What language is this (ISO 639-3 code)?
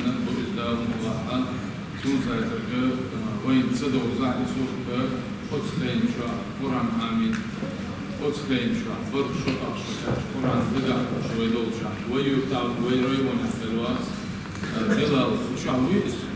che